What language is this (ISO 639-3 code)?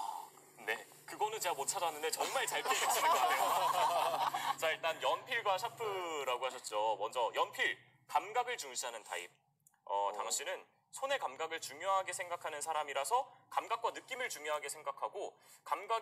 kor